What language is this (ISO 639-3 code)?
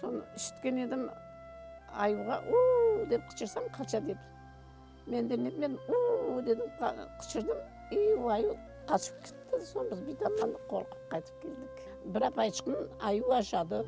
crh